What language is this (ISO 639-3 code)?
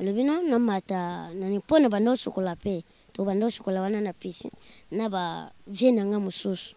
lin